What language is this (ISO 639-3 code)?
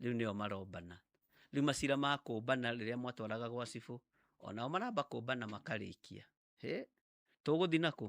kik